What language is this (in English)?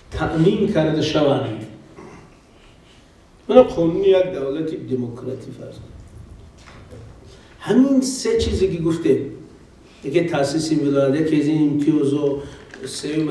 Persian